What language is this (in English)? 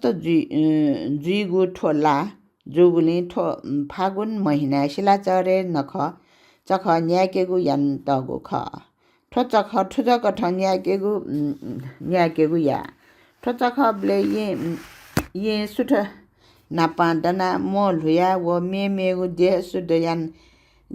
Newari